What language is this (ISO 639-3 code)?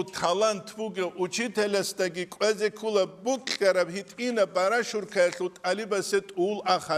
ava